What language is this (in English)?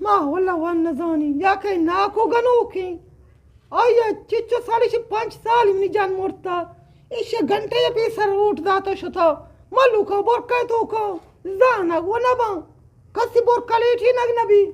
Eastern Balochi